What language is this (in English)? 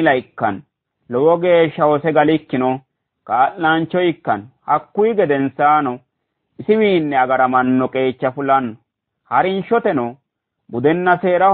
Sidamo